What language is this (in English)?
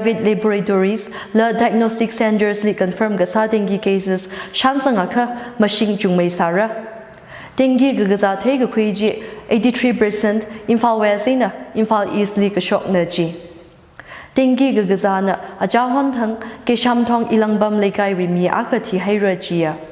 Tangkhul Naga (India)